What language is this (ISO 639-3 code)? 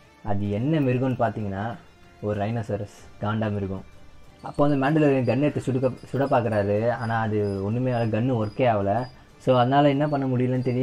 tam